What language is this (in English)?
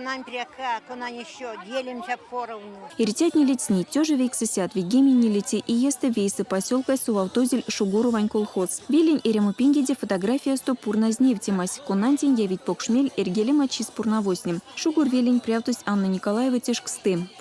Erzya